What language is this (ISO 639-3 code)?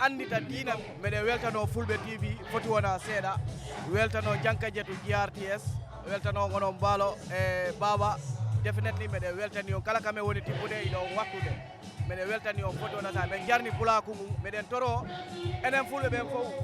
ful